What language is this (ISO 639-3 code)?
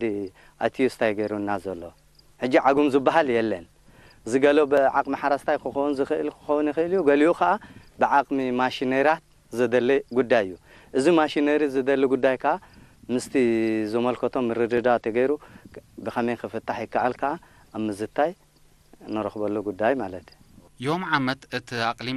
tir